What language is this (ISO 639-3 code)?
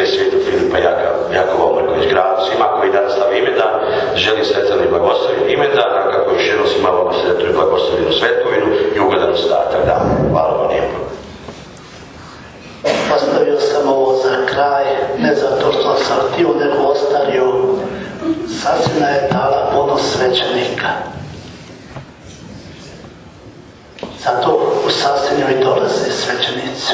hrv